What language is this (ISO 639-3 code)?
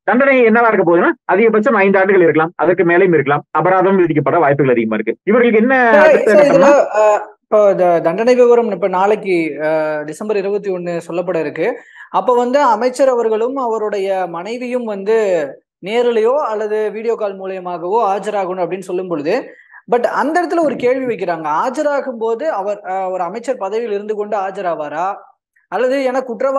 tam